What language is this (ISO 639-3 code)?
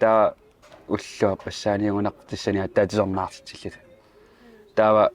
kal